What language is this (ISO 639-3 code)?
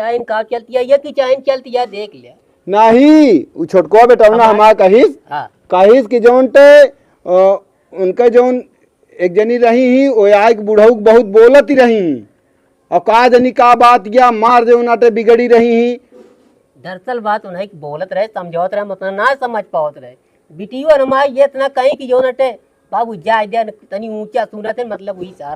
awa